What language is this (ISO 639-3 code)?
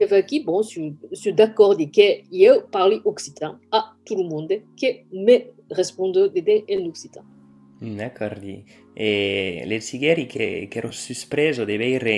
oci